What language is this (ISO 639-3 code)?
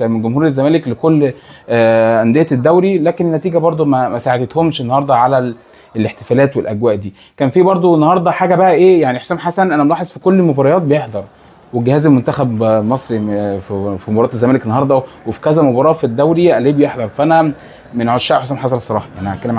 arz